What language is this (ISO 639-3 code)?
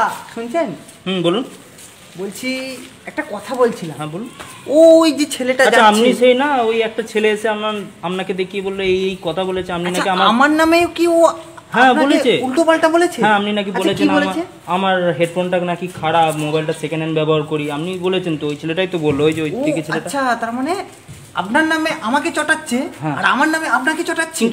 ben